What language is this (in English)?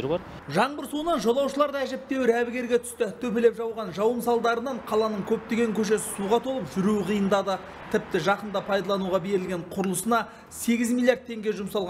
Kazakh